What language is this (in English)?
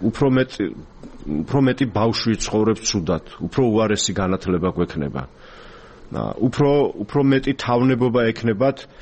Georgian